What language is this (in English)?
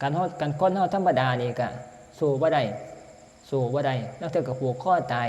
Northeastern Thai